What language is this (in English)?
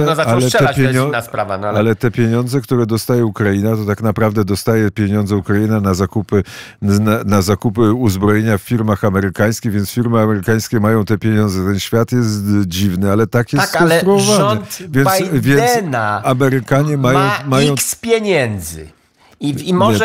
Polish